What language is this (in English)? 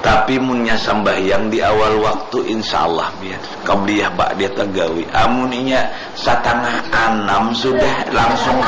Banjar